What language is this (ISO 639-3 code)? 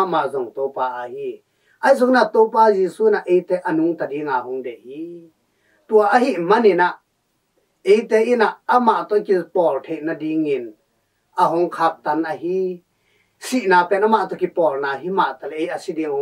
ctd